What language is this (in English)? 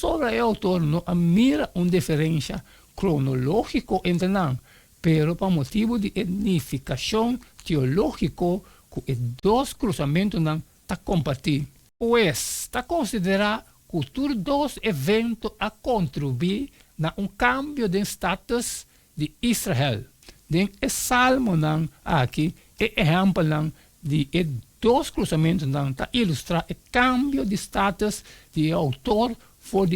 Papiamento